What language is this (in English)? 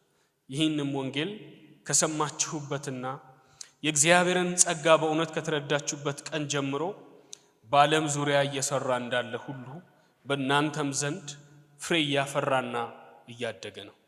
Amharic